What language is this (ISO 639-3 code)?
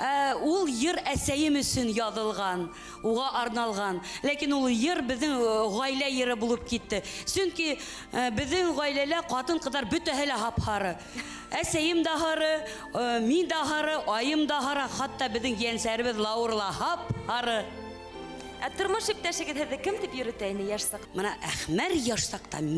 bak